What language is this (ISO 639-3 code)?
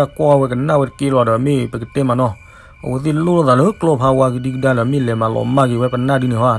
ksw